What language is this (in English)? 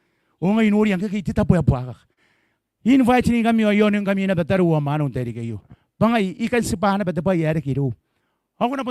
Gilbertese